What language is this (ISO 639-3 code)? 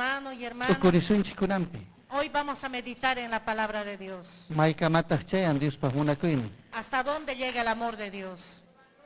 quy